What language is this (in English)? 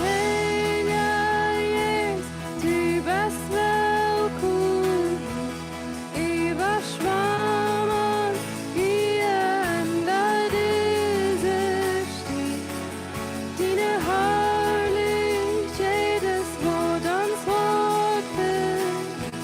Plautdietsch